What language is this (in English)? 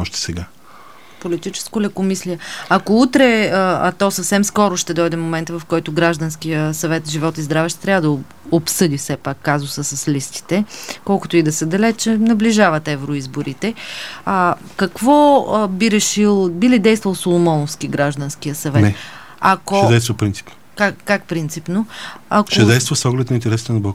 Bulgarian